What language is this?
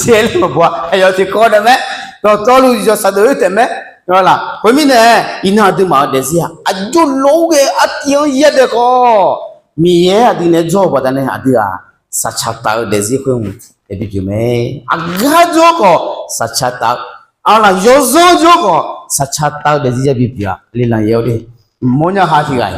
Akha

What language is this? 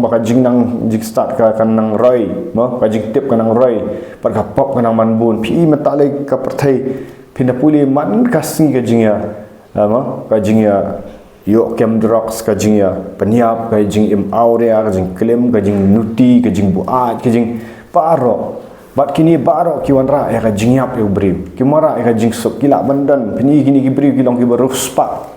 Khasi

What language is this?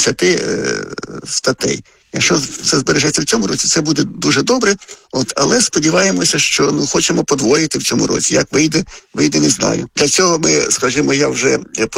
Ukrainian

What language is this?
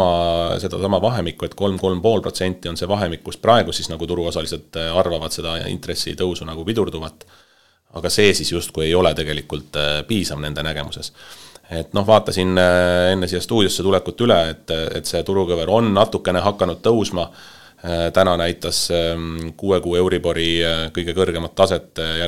Estonian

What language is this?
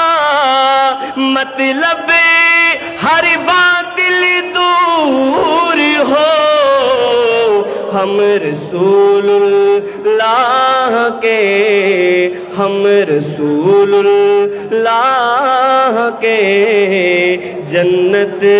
Urdu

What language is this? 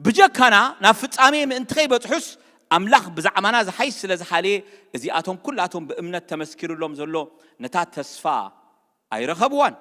Tigrinya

